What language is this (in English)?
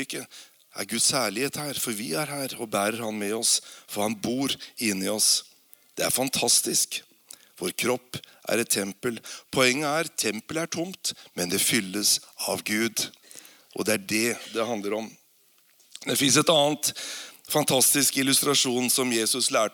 Norwegian